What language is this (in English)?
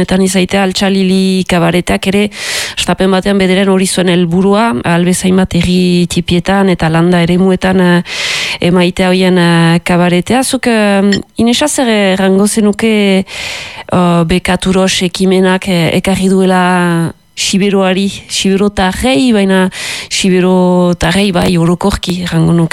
Basque